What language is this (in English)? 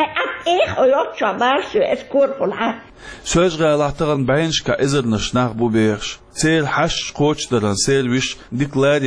Chechen